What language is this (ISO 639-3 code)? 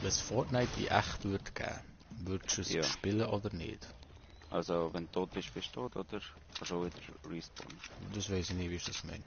gsw